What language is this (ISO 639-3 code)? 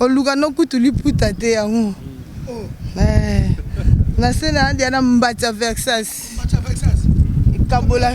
lin